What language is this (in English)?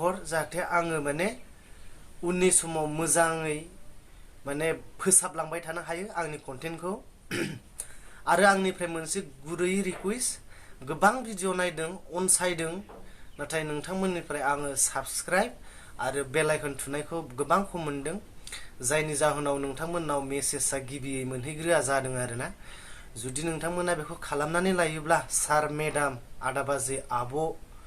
Bodo